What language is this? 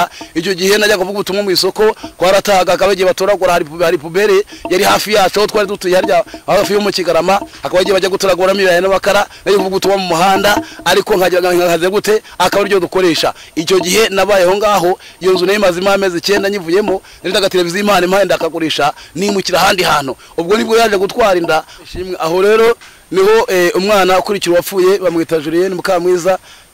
Kinyarwanda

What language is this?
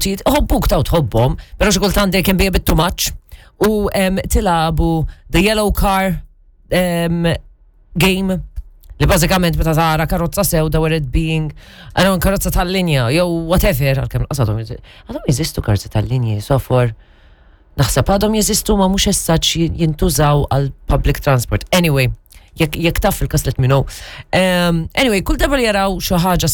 Maltese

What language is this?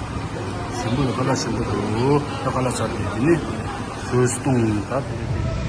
Tibetan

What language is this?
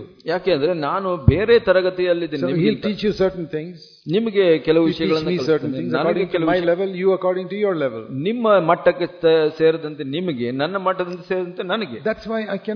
Kannada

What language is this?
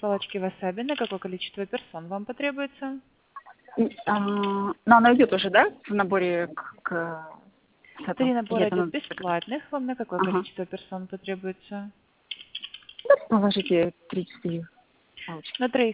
Russian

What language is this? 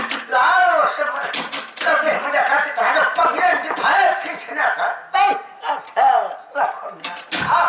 Banjar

